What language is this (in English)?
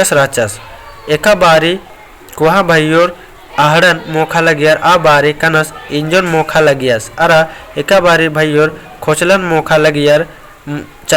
Kurukh